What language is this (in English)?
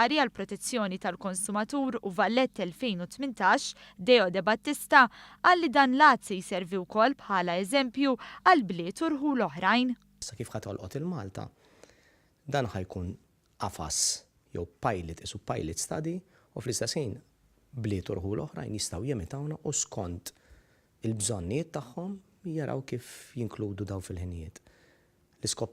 Maltese